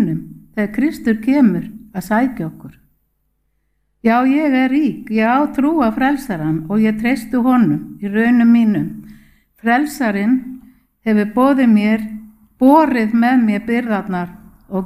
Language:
Icelandic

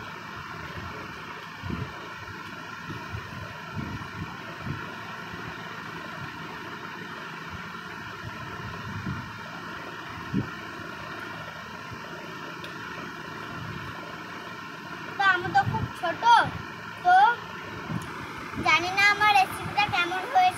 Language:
Bangla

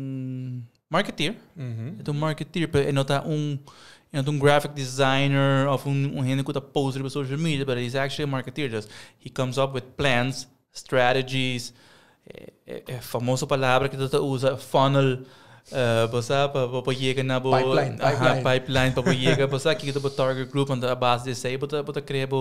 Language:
Papiamento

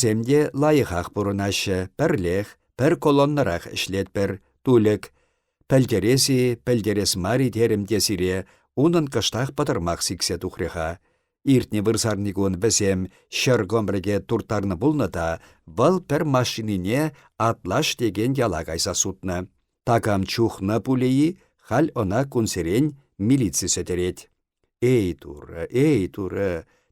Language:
Chuvash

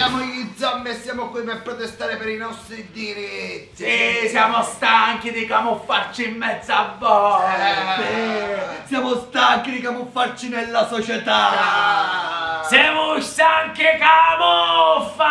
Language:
Sicilian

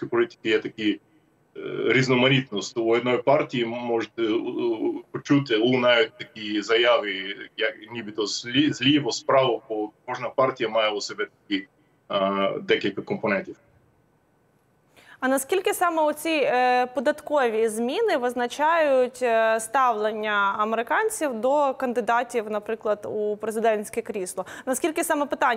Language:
Ukrainian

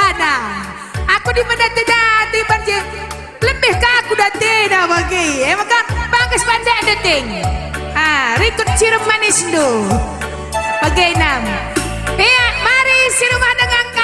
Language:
Batak Karo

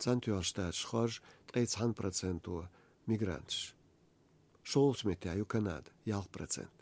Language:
Chechen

